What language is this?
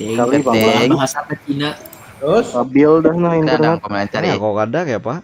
Banjar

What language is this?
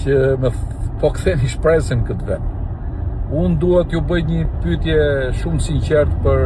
Albanian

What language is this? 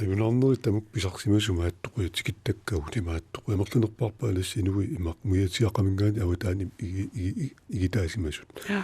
Kalaallisut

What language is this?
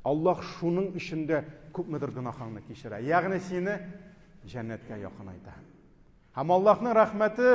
Tatar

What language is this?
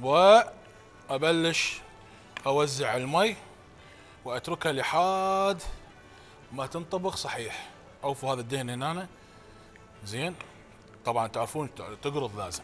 Mesopotamian Arabic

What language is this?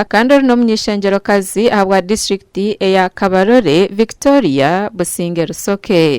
Nyankole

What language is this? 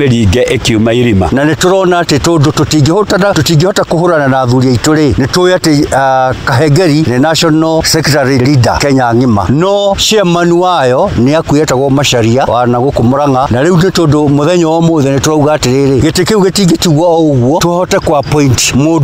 Kikuyu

